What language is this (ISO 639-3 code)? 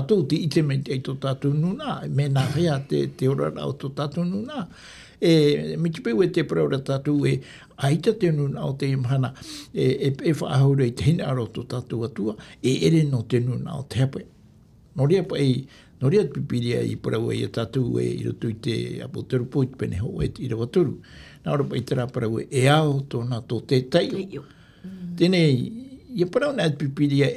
tah